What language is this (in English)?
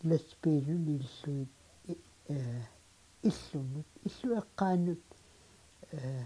Kalaallisut